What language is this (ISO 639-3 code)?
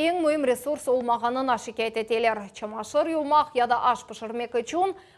crh